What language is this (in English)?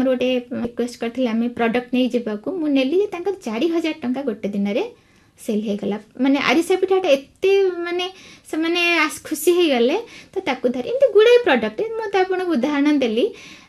Odia